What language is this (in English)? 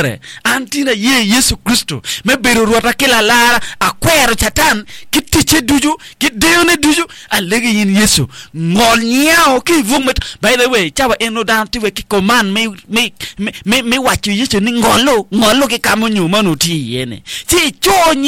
Acoli